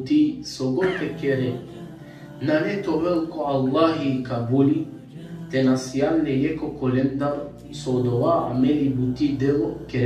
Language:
Balkan Romani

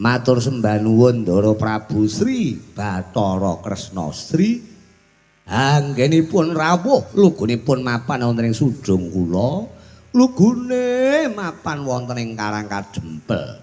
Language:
Javanese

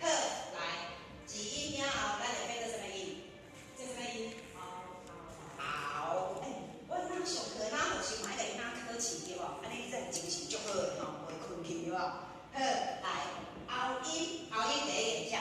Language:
Min Nan Chinese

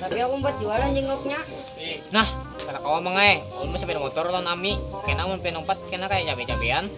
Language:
Banjar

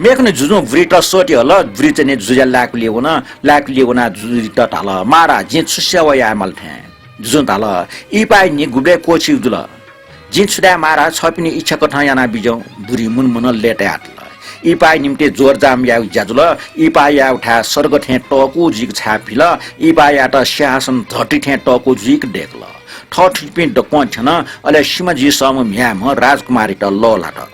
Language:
Newari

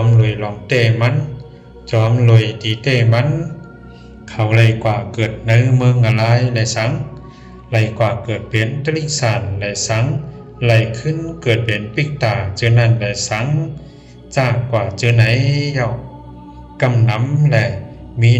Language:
Shan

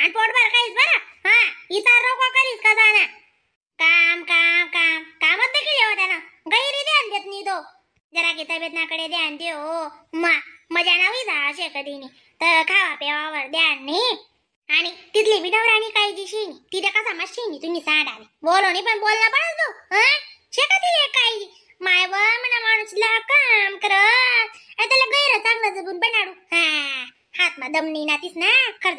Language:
Khandesi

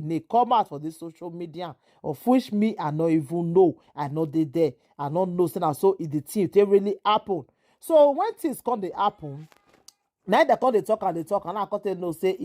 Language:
Nigerian Pidgin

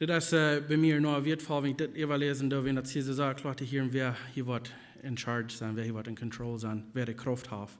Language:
Plautdietsch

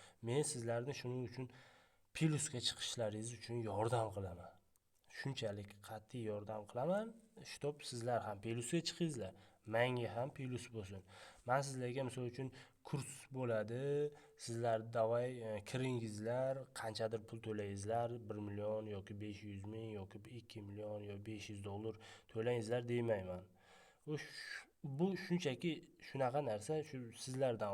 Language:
Uzbek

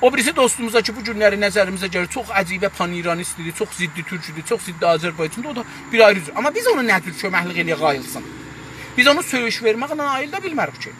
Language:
South Azerbaijani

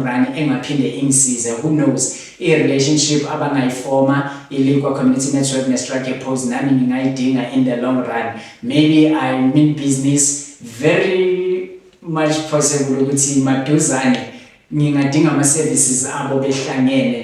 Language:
Zulu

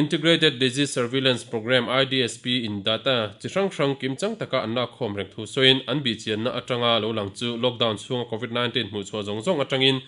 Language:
Mizo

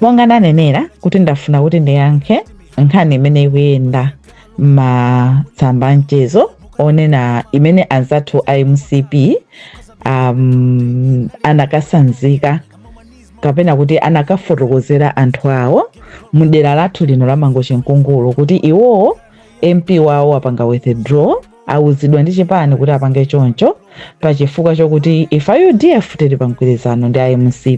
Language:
Nyanja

